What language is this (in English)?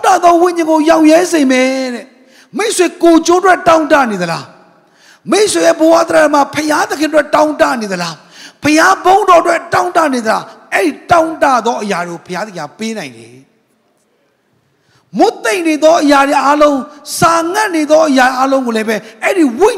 Burmese